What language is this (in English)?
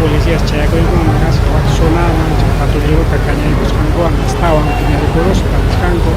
Ayacucho Quechua